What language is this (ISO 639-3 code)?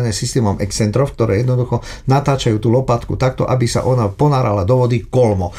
slk